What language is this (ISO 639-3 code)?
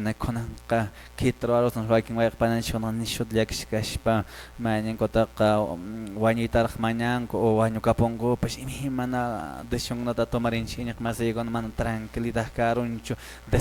que